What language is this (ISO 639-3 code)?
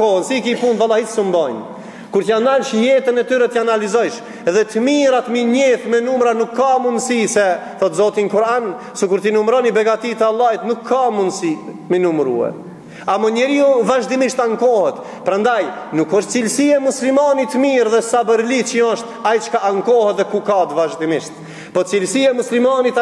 sqi